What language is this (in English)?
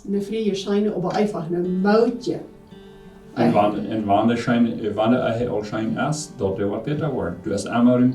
Plautdietsch